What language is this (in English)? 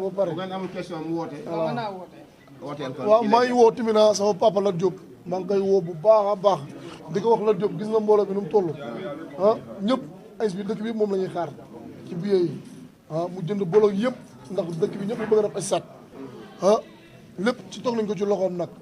Wolof